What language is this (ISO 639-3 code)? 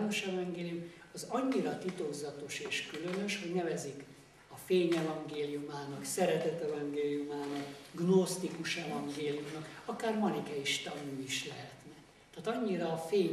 hun